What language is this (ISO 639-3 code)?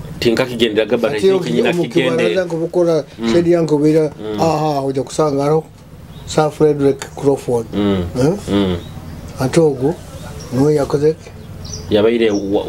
nyo